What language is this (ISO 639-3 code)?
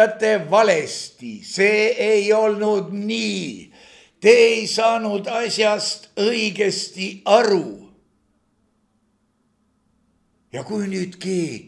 est